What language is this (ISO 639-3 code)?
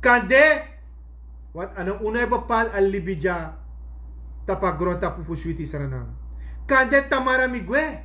srn